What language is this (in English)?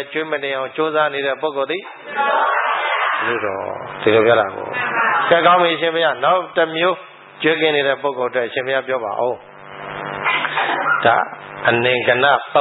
Burmese